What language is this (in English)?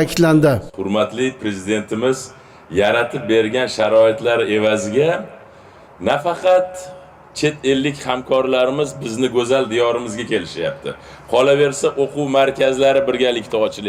Uzbek